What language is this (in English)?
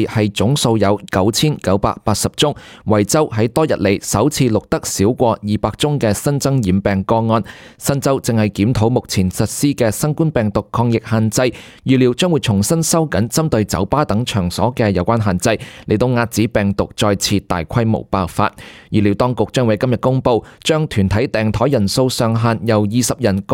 Cantonese